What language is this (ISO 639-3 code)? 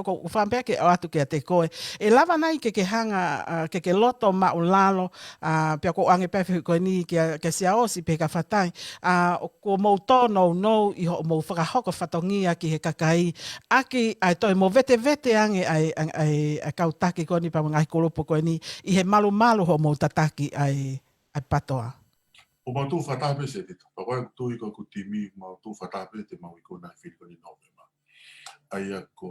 ton